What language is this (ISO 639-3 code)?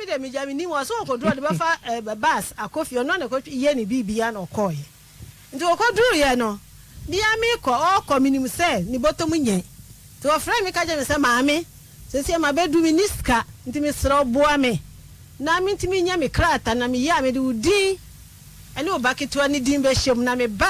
aka